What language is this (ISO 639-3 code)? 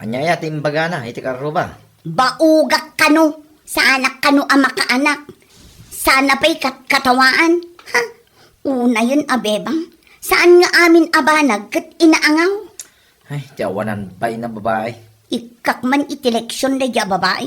ilo